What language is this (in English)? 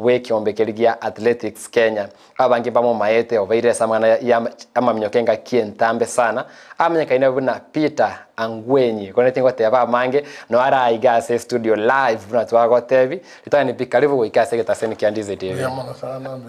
Gusii